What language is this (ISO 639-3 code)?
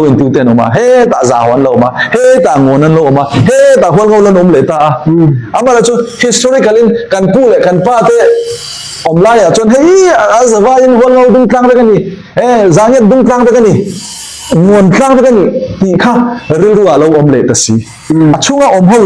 cfm